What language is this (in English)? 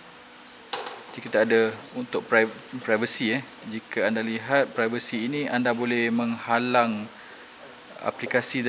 Malay